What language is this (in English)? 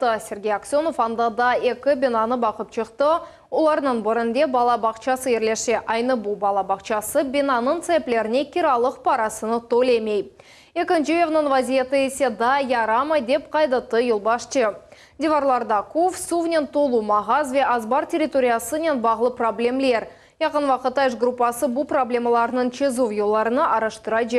Crimean Tatar